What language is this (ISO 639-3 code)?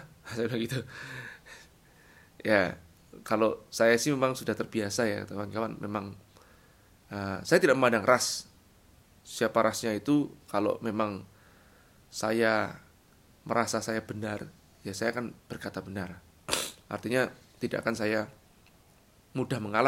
ind